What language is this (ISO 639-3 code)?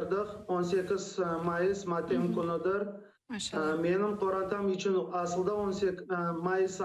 crh